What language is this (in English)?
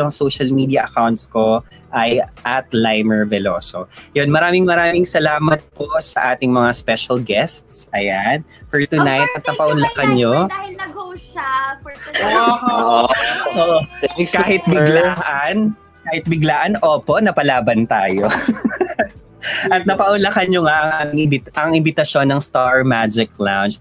Filipino